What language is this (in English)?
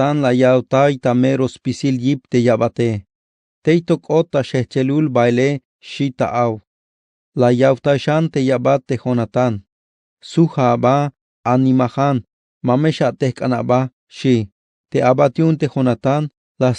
Tzeltal